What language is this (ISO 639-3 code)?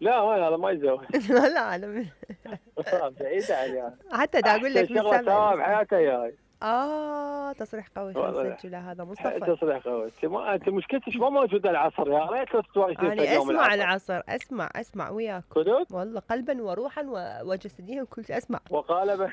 acm